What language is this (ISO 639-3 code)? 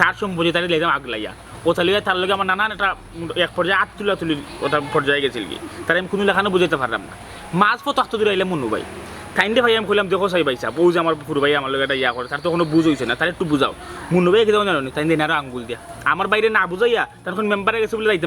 syl